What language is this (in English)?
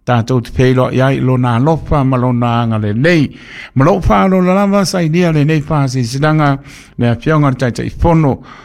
Samoan